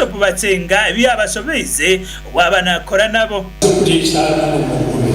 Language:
Nyankole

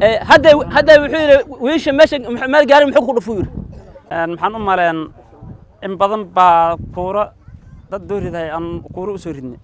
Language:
Somali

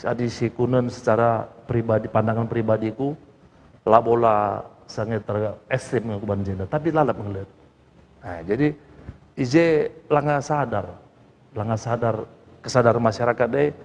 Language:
Batak Karo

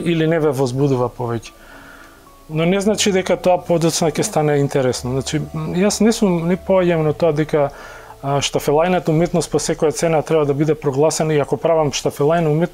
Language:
Macedonian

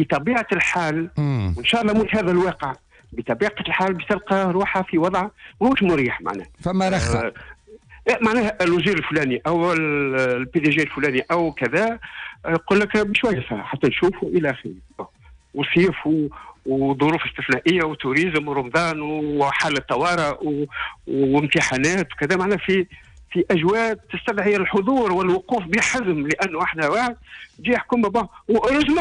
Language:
Tunisian Arabic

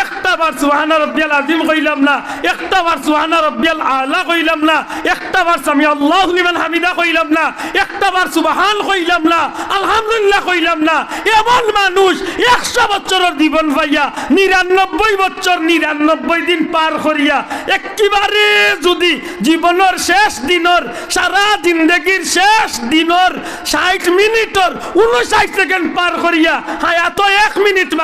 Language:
Sylheti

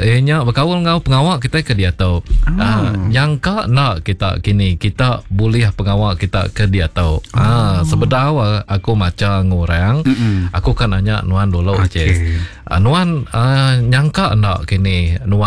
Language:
Iban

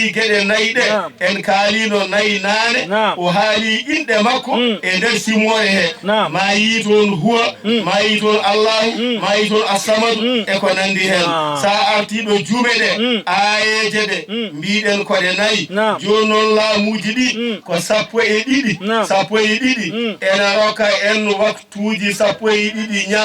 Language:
Fula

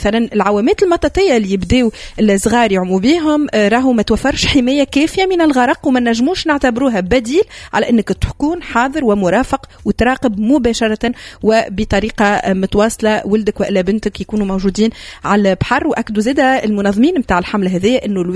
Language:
Tunisian Arabic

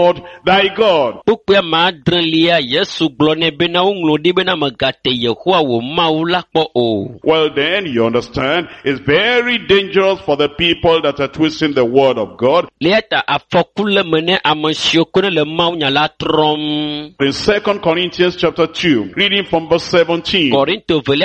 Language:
Ewe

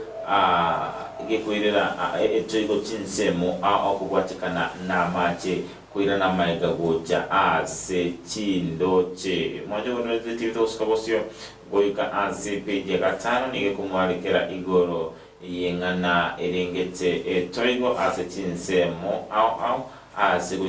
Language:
Gusii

